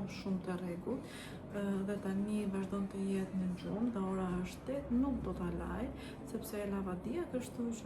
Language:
Albanian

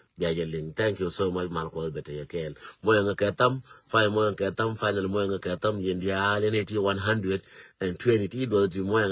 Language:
Nuer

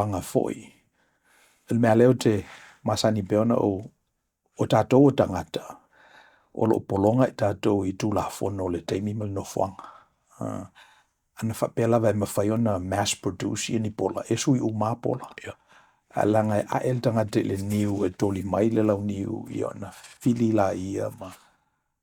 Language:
Samoan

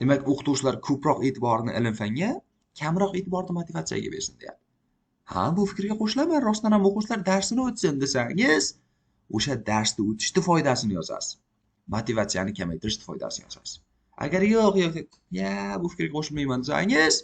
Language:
Uzbek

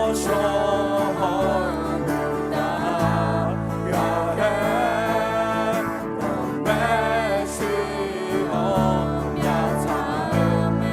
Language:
Akha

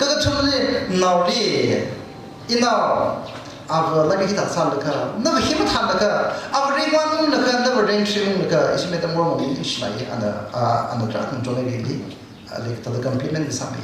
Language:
Tangkhul Naga (India)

